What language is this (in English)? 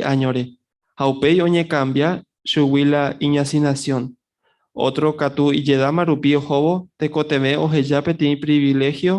Guarani